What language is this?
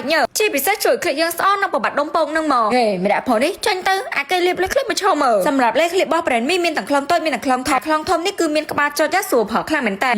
Khmer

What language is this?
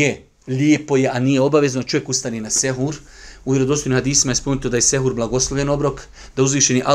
Bosnian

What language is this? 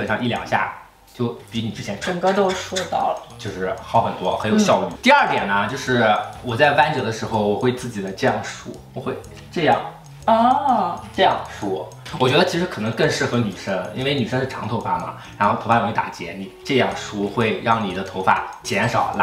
Chinese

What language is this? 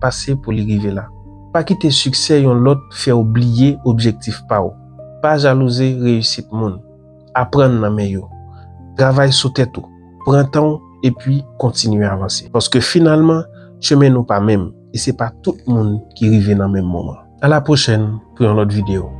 Haitian Creole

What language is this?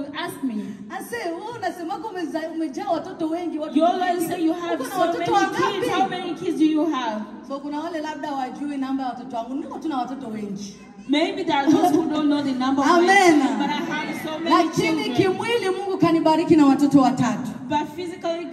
Swahili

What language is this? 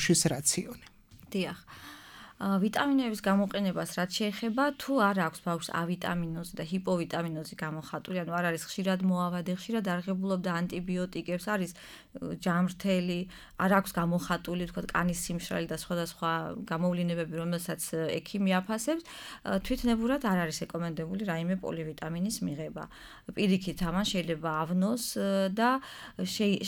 Georgian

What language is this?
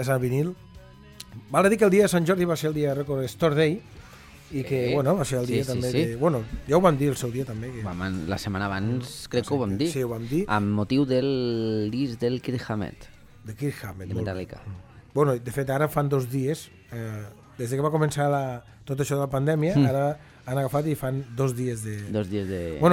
Catalan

